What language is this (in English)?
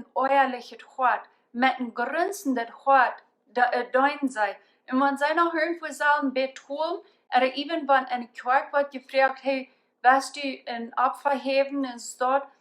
Plautdietsch